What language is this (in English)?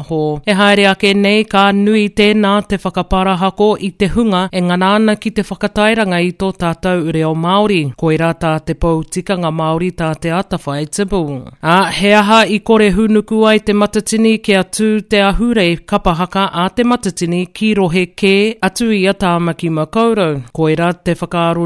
Māori